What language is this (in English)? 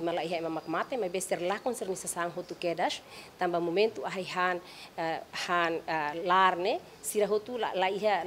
Tetum